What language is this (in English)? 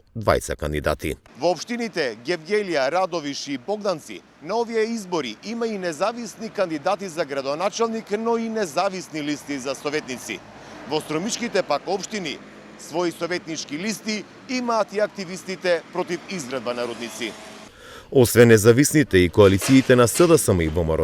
Macedonian